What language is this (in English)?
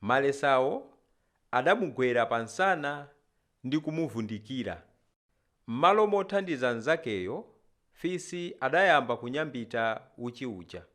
Nyanja